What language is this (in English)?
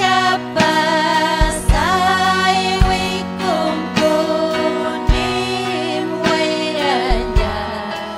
Ayacucho Quechua